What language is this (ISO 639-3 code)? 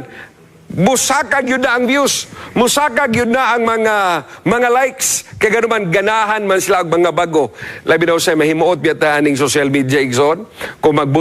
ceb